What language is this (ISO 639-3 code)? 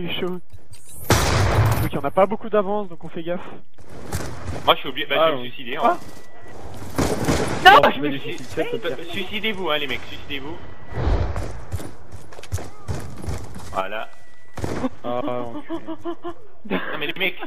fra